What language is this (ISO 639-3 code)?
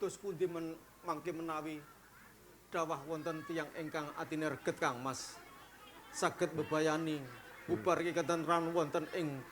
jav